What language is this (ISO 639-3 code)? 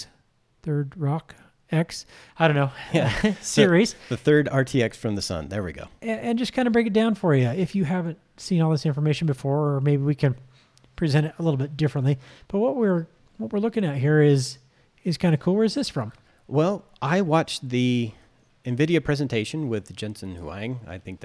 eng